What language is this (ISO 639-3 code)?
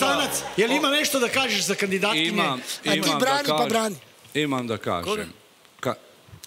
srp